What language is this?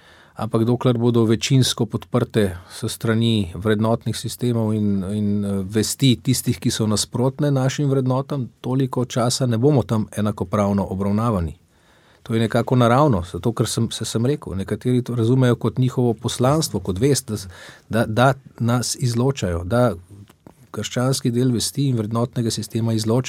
Slovenian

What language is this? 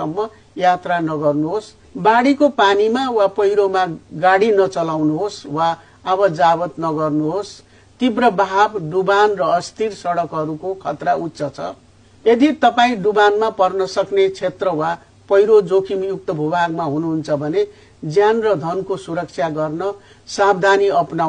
Nepali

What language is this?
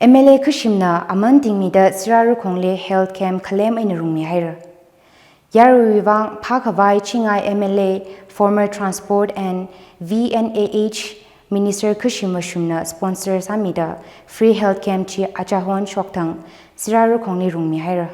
Tangkhul Naga (India)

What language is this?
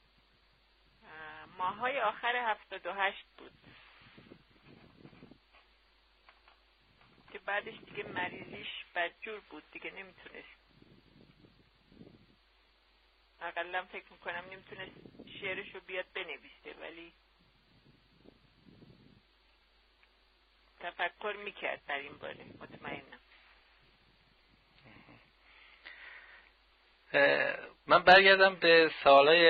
Persian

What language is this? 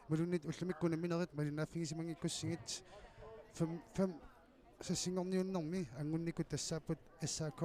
Kalaallisut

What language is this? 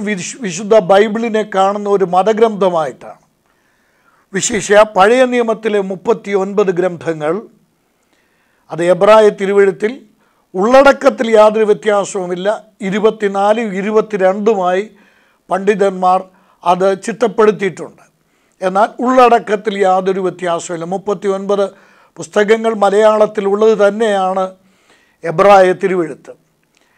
Malayalam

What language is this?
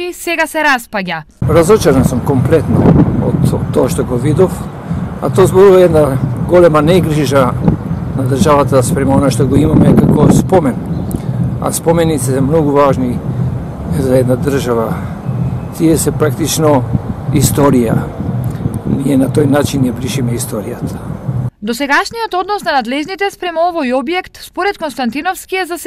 Macedonian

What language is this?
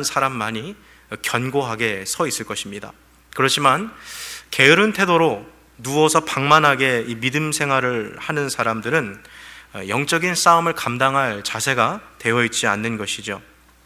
Korean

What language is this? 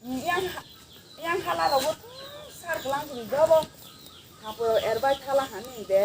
Kok Borok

